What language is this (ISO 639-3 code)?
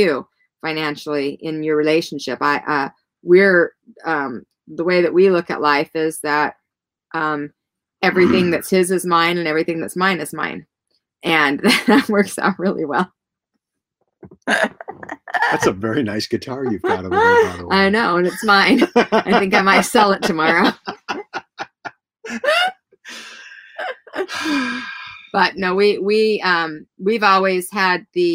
eng